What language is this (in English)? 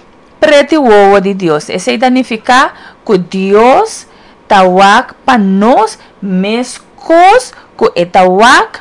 Papiamento